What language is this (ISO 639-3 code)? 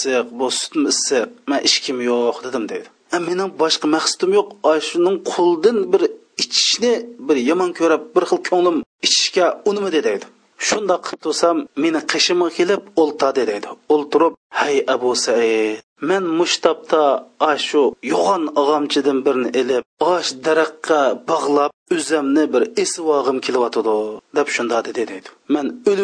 uig